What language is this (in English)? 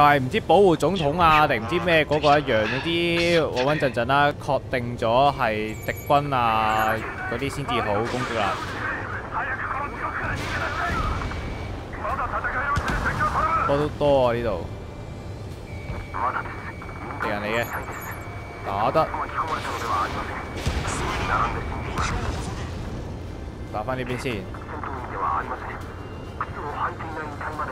Cantonese